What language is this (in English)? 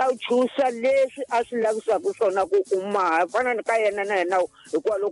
Tsonga